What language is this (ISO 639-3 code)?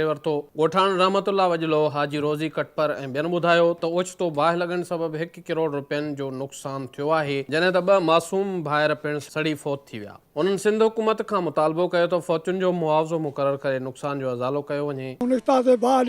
snd